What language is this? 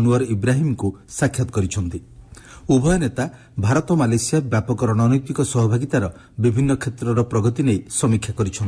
Odia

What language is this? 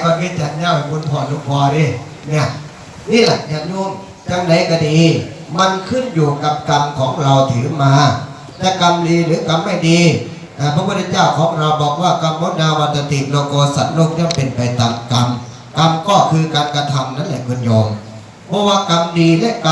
Northeastern Thai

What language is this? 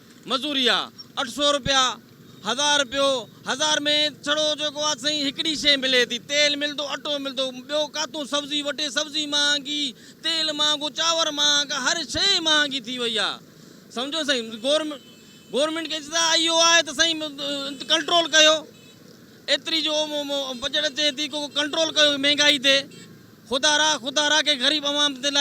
Sindhi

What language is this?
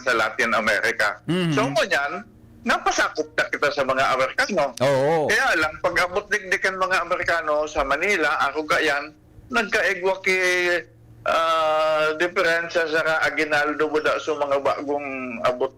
Bikol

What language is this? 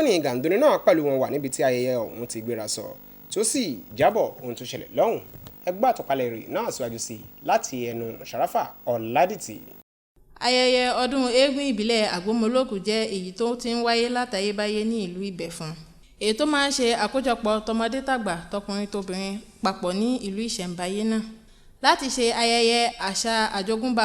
Yoruba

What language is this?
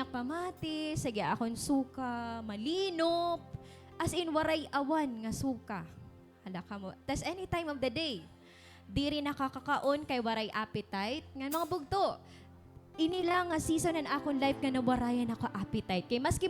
Waray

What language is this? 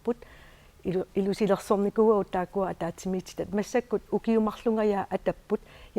Kalaallisut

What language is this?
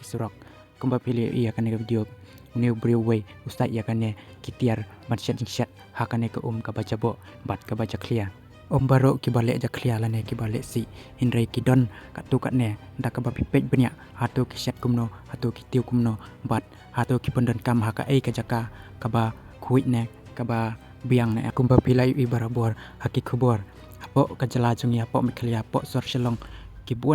Khasi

